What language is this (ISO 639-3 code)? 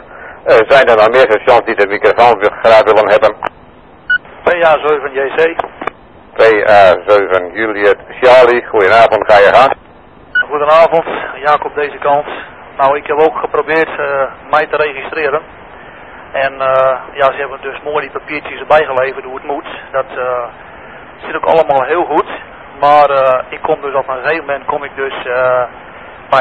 nld